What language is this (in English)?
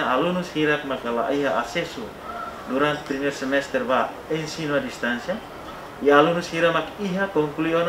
Tetum